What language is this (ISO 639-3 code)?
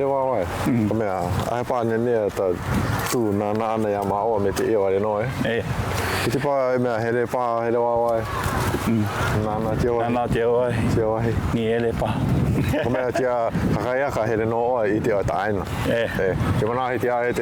haw